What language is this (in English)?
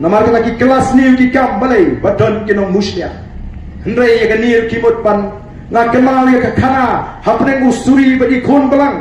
Khasi